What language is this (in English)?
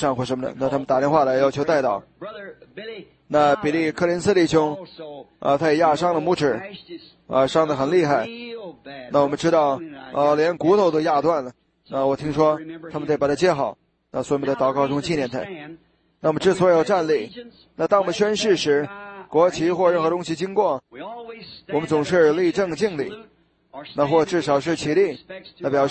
Chinese